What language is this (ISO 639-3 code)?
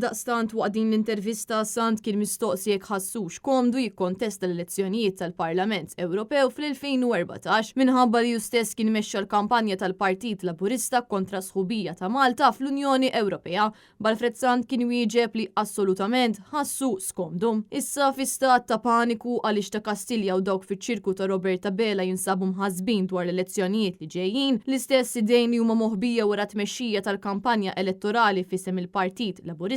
mlt